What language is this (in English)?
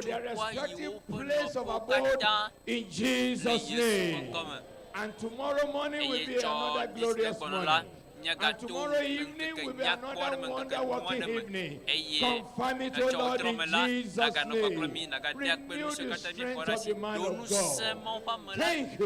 Ewe